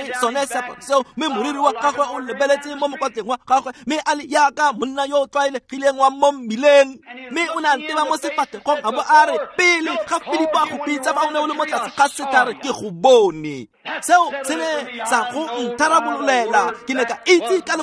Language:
Tswana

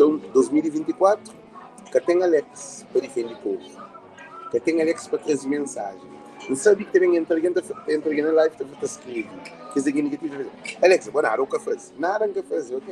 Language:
Kabuverdianu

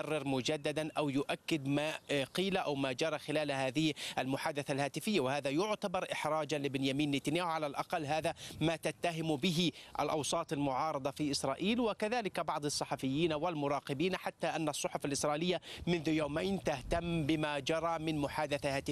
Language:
Arabic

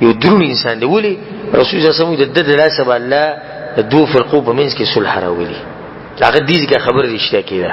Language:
Pashto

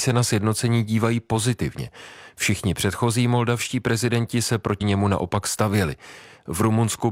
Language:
Czech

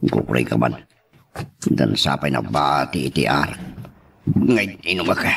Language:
Iloko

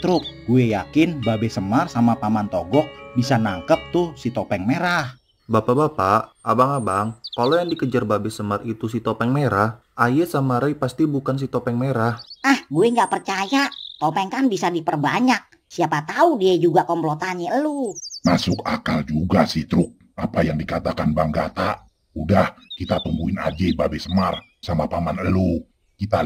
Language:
Betawi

